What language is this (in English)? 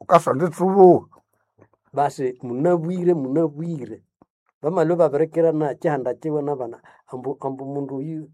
Nande